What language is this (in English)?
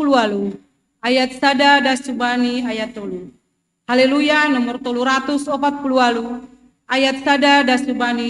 Batak Simalungun